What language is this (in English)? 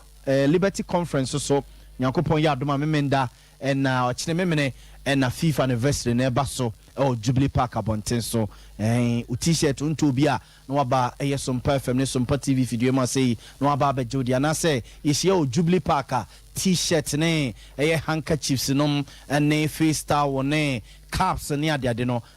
Akan